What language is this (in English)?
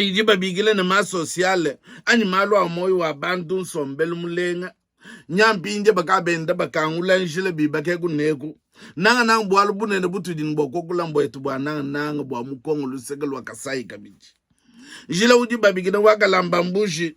Luba-Lulua